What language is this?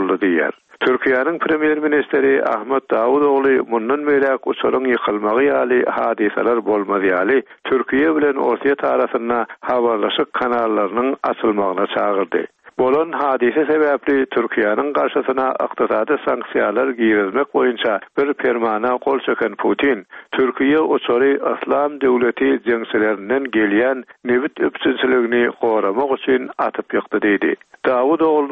Turkmen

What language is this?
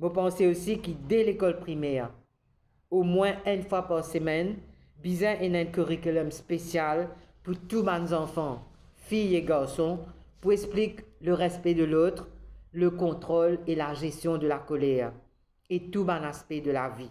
Morisyen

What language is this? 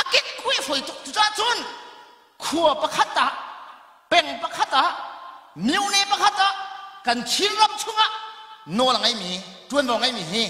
Hakha Chin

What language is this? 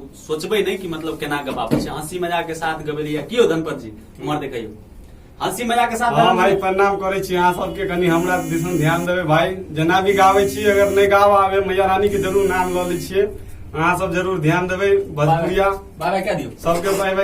Maithili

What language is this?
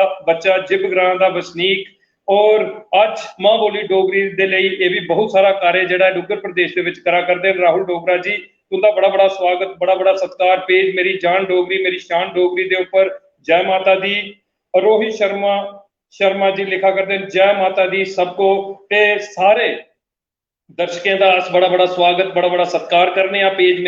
Dogri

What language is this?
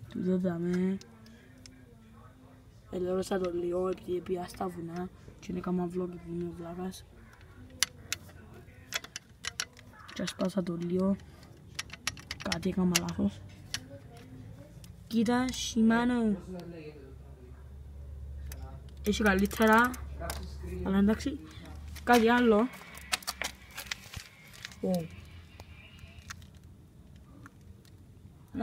Greek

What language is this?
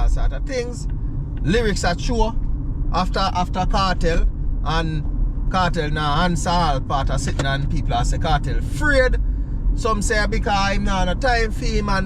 Jamaican Creole English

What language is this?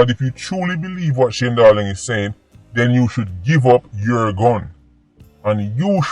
Jamaican Creole English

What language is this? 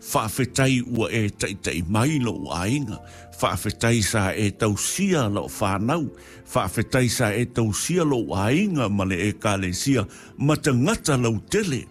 Samoan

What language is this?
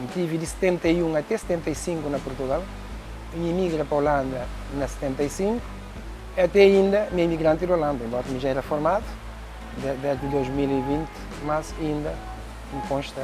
Kabuverdianu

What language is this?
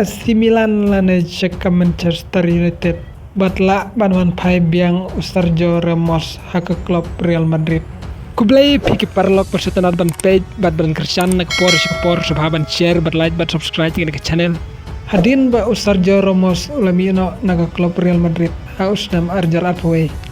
Khasi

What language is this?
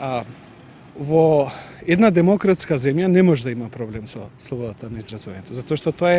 Macedonian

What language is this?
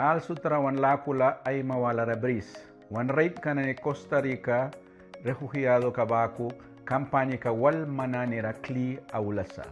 Mískito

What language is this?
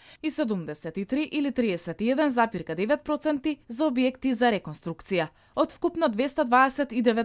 Macedonian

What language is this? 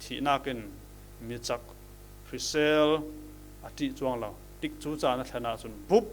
Falam Chin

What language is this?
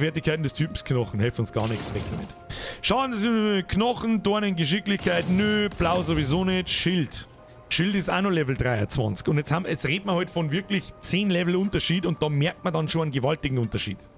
Bavarian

